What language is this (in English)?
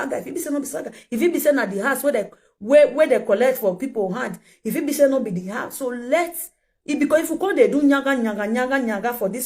Nigerian Pidgin